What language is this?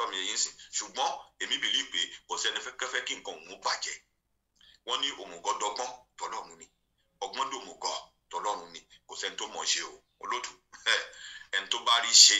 Yoruba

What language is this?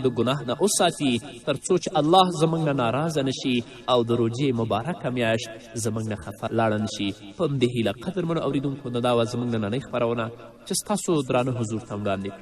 Pashto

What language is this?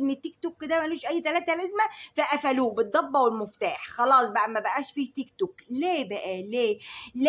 Egyptian Arabic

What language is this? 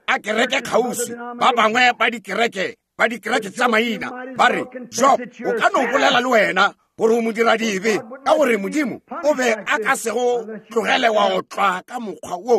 Northern Sotho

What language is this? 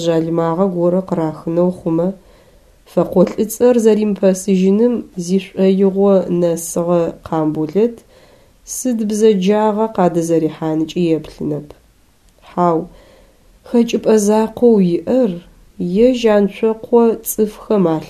Adyghe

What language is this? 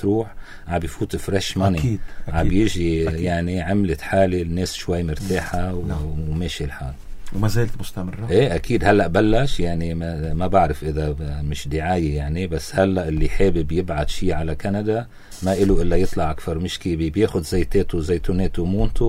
North Levantine Arabic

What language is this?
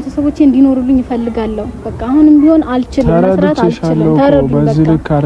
Amharic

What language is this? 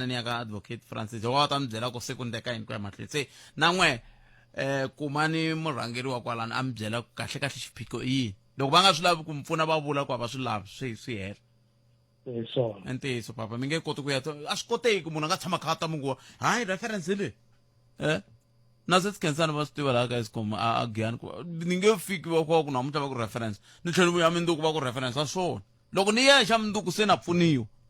Tsonga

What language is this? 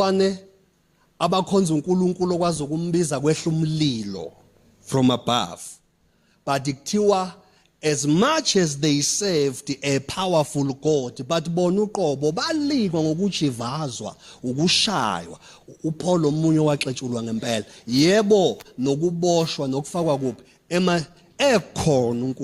Zulu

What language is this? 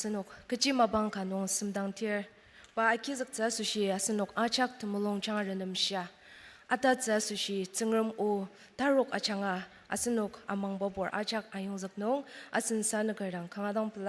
Ao Naga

